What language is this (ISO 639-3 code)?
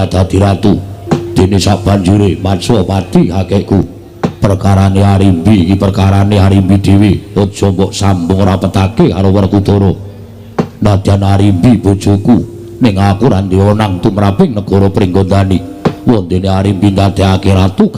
jav